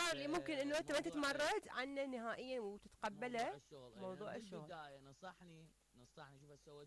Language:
Mesopotamian Arabic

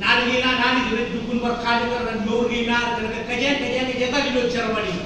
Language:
Marshallese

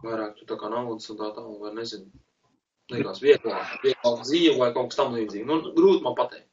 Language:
Latvian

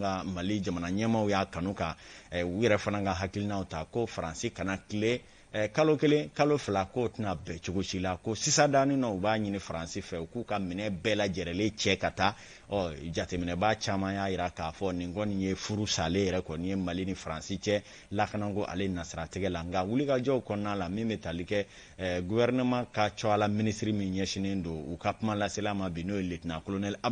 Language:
Bambara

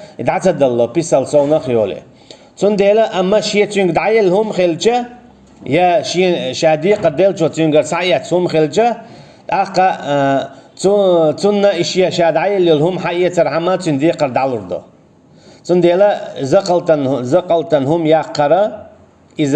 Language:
Chechen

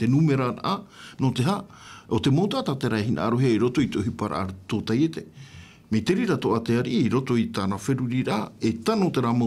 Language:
Tahitian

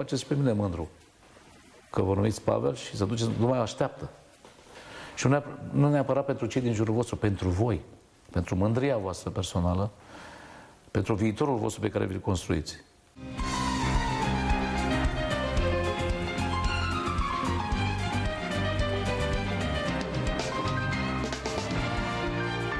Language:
Romanian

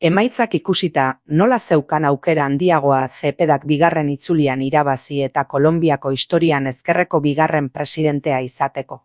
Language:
Basque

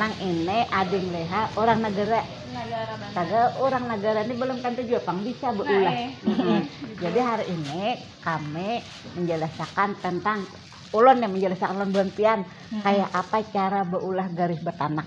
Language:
Banjar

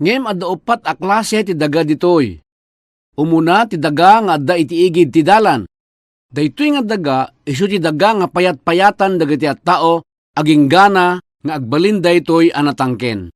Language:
Iloko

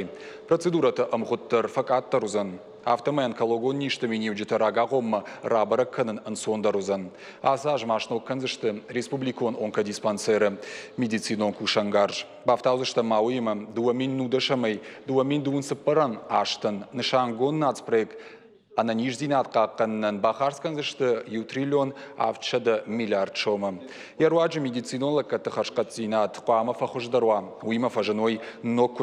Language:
Ossetic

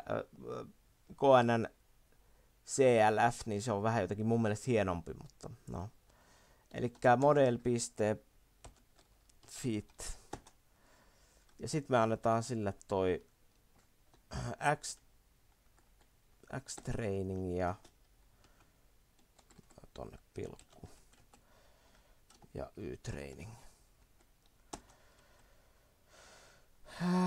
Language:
Finnish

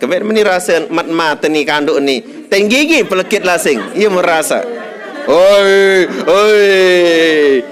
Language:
Sasak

